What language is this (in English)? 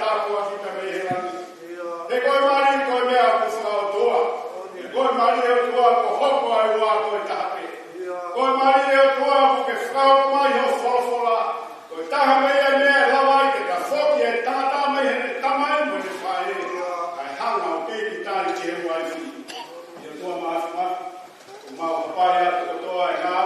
Tongan